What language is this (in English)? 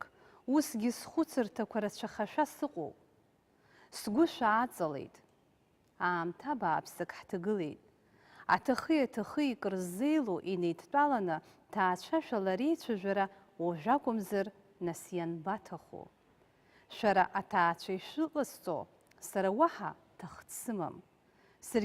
Abkhazian